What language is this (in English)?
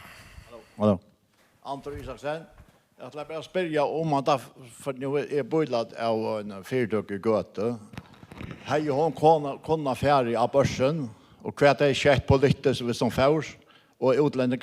Faroese